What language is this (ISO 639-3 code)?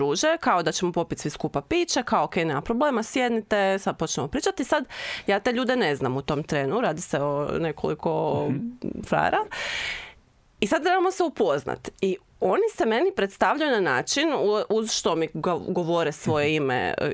hrv